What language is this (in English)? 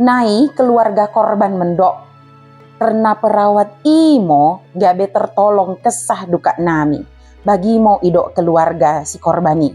Batak Dairi